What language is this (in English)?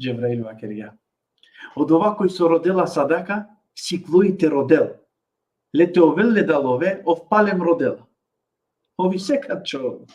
Balkan Romani